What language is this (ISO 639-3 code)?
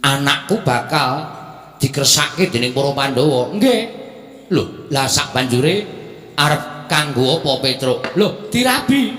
jav